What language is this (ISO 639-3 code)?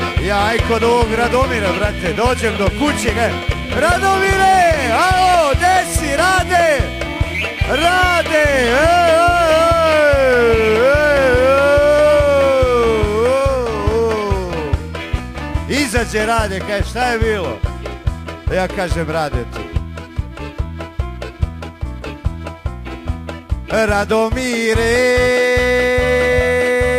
srp